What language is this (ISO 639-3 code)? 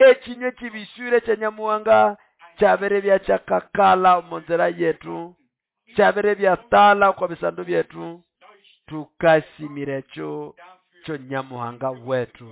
nnb